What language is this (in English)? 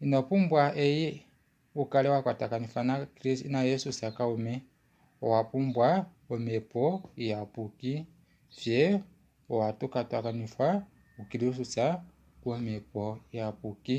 Kuanyama